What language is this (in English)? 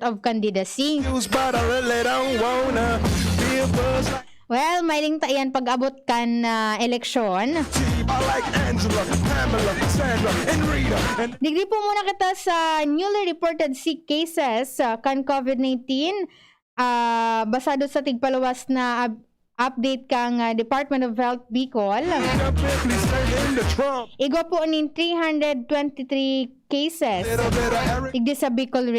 Bikol